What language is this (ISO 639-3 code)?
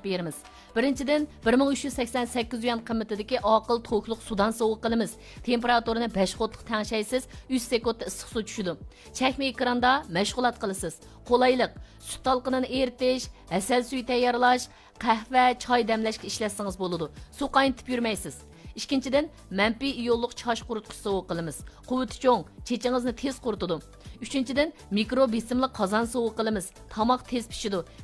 uig